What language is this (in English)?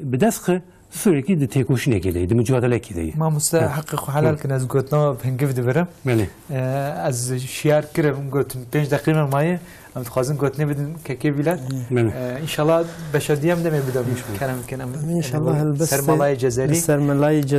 Kurdish